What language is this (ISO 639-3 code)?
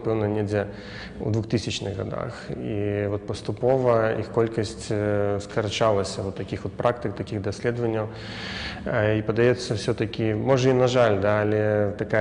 bel